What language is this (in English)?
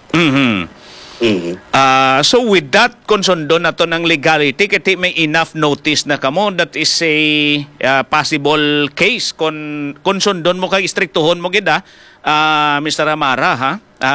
Hiligaynon